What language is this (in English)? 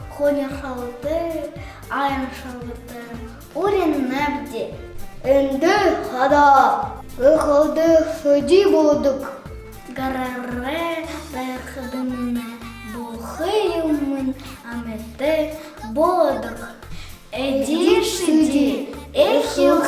Buriat